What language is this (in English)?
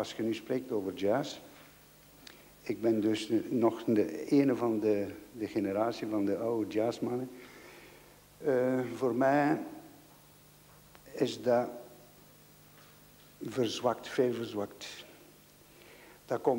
Dutch